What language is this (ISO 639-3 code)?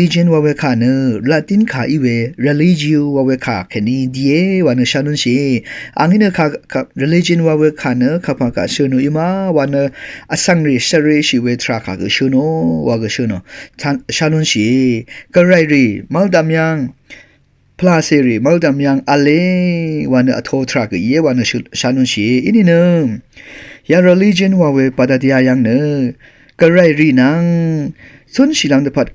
raw